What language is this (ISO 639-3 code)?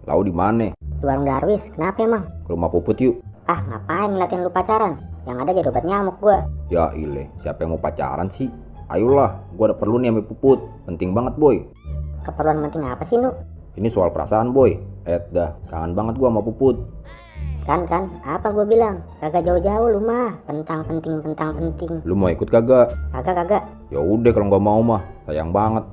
bew